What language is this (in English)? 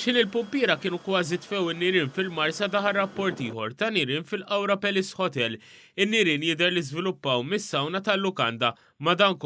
Maltese